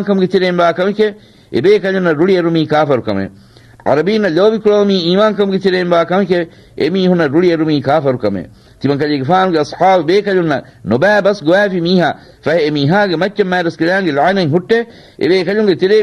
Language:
Divehi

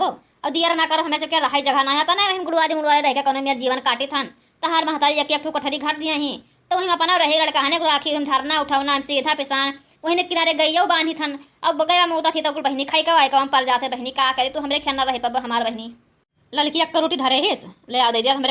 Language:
Awadhi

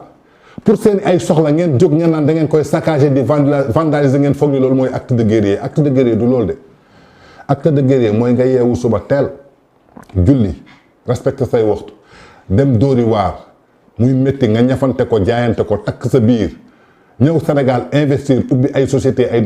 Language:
Wolof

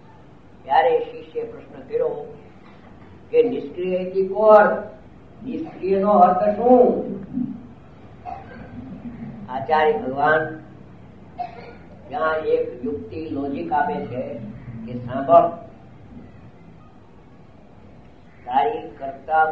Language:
Gujarati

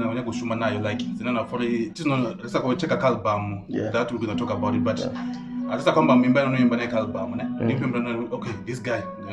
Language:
Venda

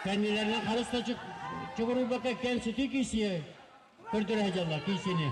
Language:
Yakut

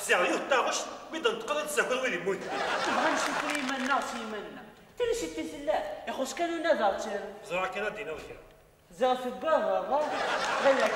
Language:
Kabyle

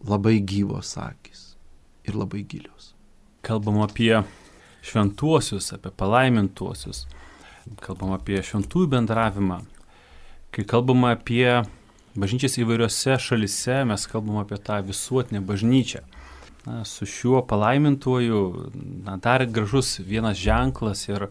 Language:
Lithuanian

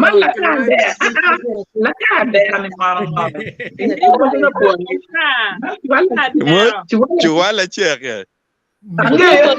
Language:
Acoli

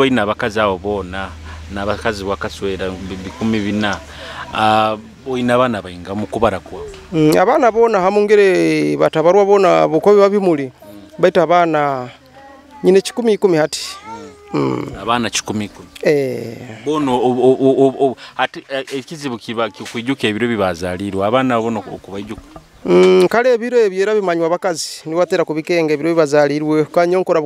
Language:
Nyoro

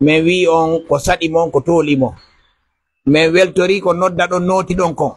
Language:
Pular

